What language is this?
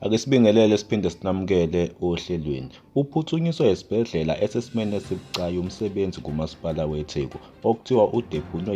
Zulu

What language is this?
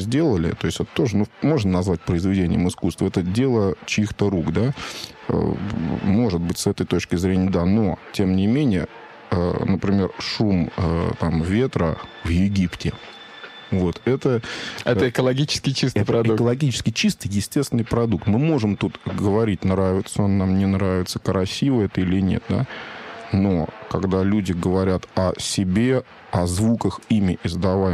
Russian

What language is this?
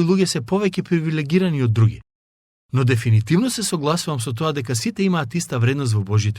Macedonian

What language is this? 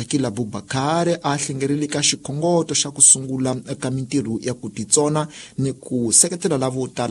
Tsonga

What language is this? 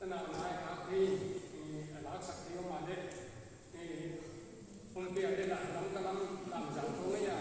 Paite Chin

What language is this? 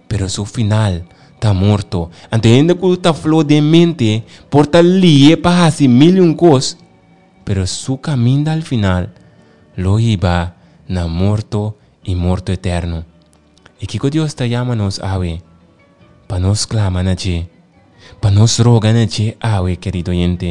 Papiamento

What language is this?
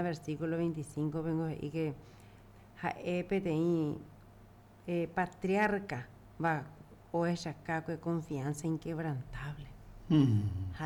Guarani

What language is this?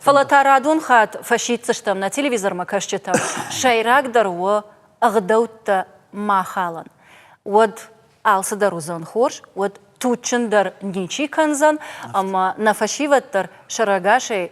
Ossetic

